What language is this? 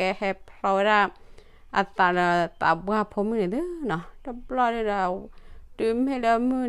S'gaw Karen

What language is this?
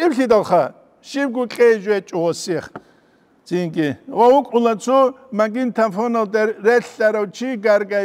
Avaric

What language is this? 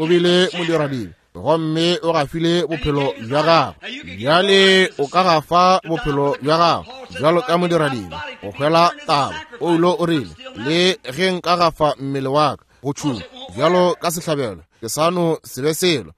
Northern Sotho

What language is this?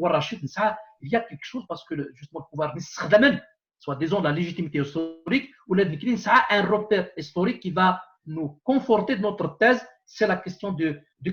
Kabyle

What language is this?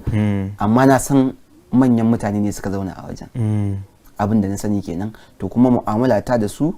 Hausa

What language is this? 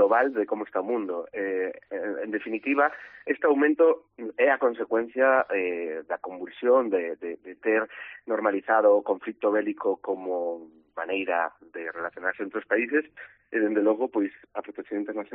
Galician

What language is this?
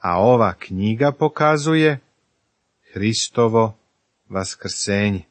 Serbian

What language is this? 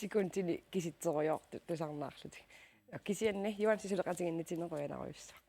Kalaallisut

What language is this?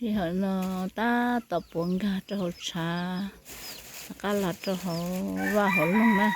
Hmong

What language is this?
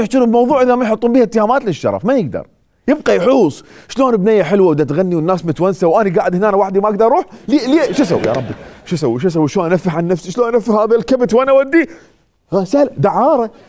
Mesopotamian Arabic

